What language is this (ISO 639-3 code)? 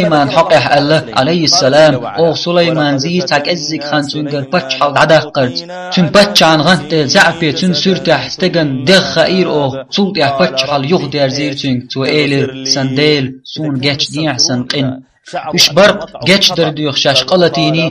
che